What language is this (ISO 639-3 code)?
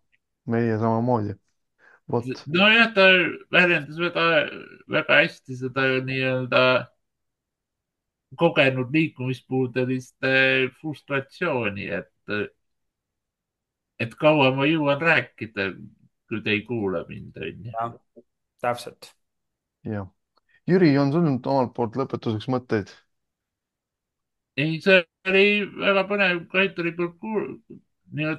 est